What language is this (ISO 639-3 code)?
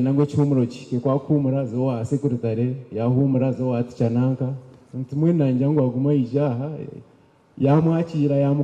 nyn